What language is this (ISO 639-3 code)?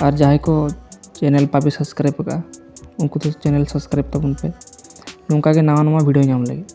sat